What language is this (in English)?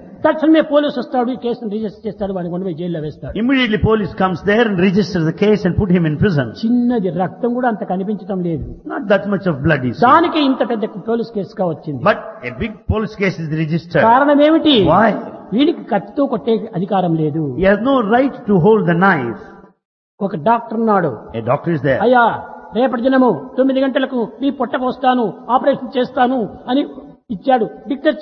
Telugu